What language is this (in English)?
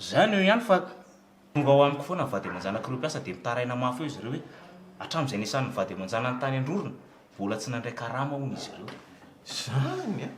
Malagasy